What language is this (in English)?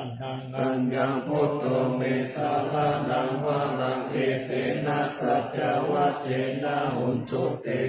Pali